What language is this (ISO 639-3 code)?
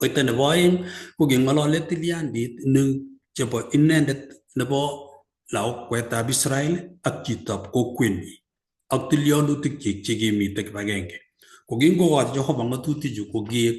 kln